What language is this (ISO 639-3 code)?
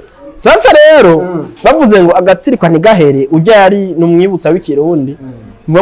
run